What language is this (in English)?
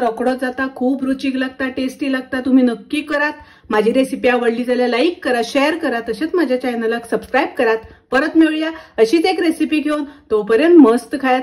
Konkani